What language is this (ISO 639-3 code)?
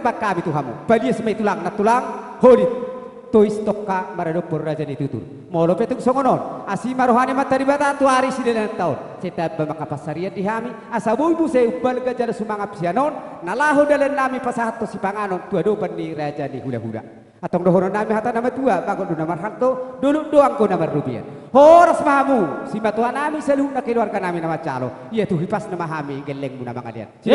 bbc